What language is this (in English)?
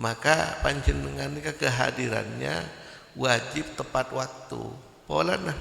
Madurese